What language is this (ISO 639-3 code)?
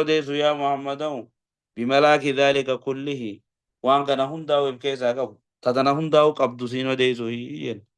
orm